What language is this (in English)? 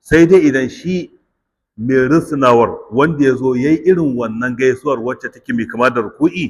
Hausa